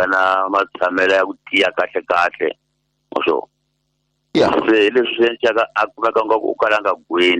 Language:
Tsonga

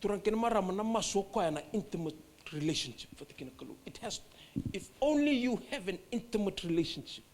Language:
Fijian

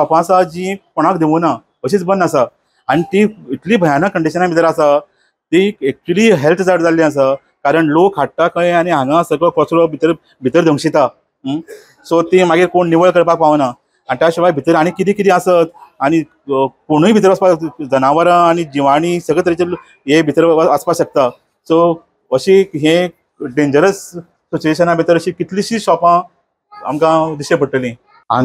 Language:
Konkani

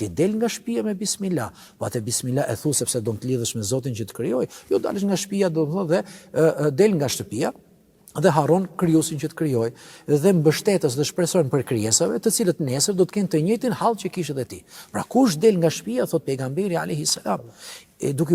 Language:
Albanian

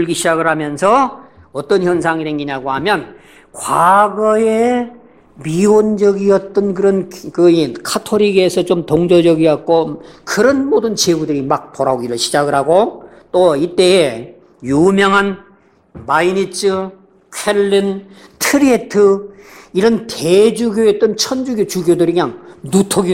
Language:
Korean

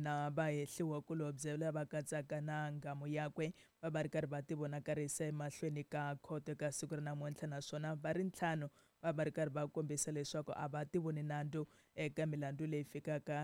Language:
Tsonga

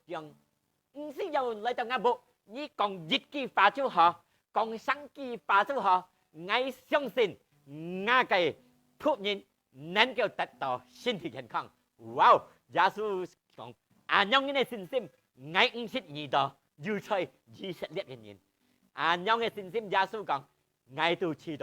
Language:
Hakka Chinese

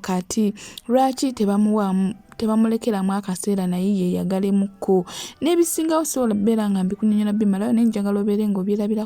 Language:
Ganda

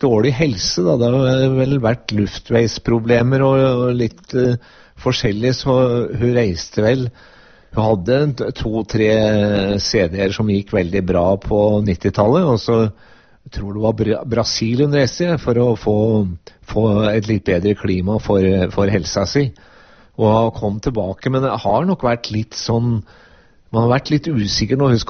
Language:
Norwegian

